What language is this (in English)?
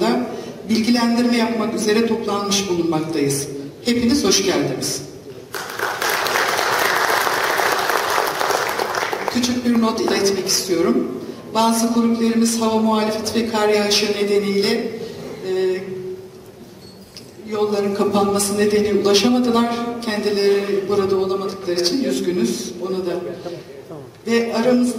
Turkish